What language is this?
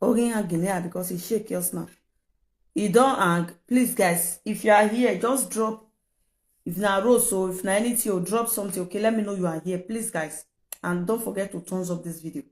Nigerian Pidgin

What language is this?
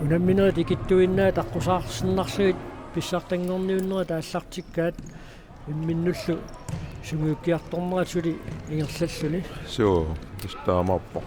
Kalaallisut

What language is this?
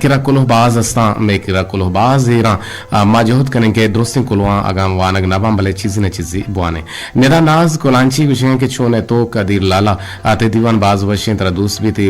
Eastern Balochi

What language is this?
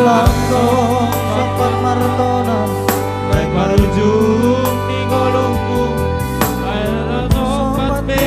Batak Simalungun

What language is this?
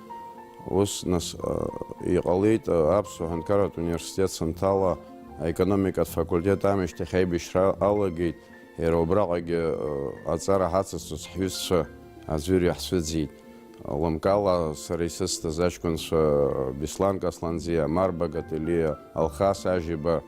Abkhazian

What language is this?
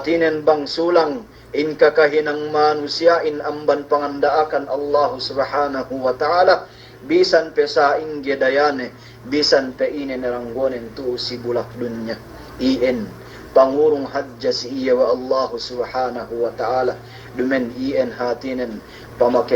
Yakan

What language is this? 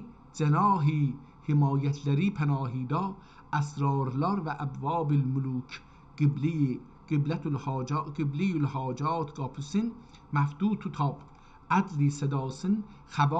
South Azerbaijani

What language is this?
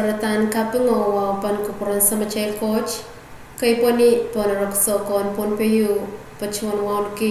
Pohnpeian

